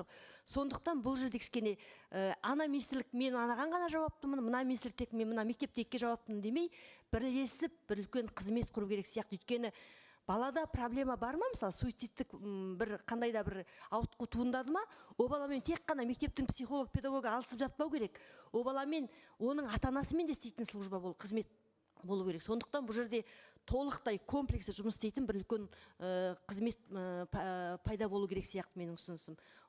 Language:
Kazakh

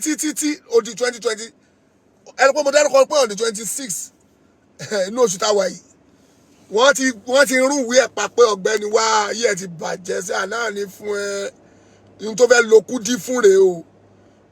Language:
Yoruba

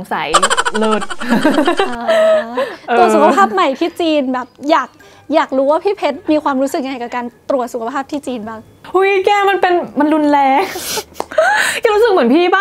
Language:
Thai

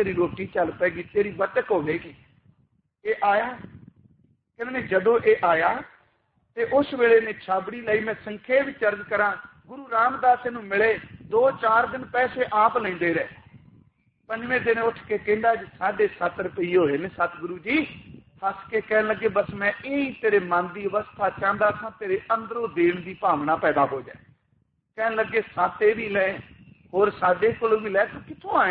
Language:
Punjabi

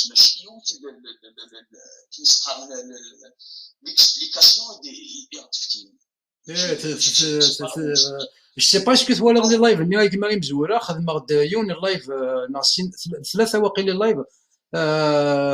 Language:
Kabyle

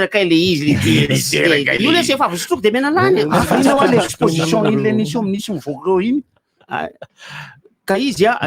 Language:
Malagasy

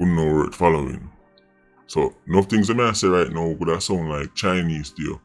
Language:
Jamaican Creole English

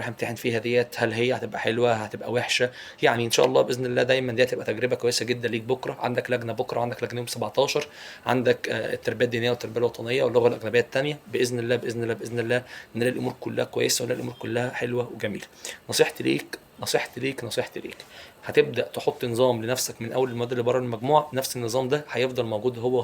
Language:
Egyptian Arabic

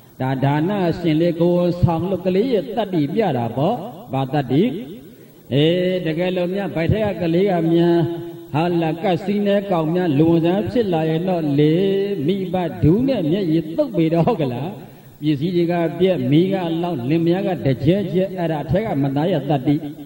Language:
Burmese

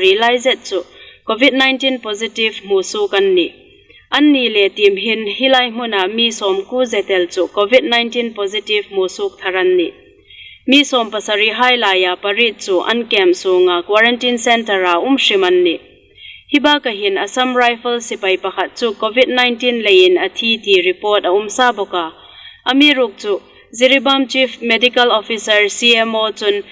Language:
Hmar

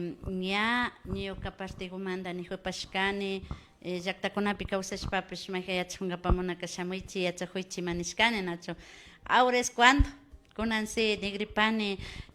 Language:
Imbabura Highland Quichua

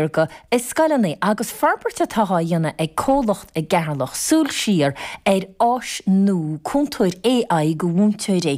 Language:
Irish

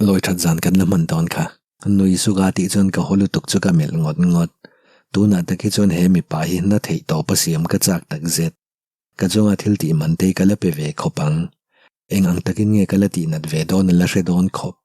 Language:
Mizo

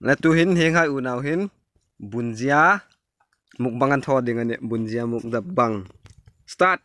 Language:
Hmar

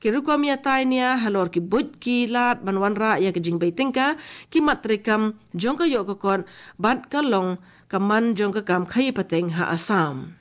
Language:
Khasi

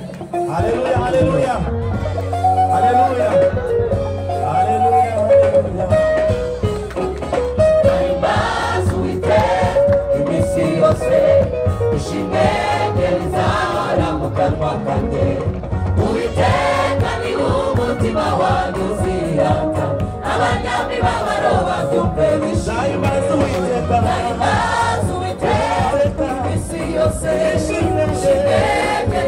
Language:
Kinyarwanda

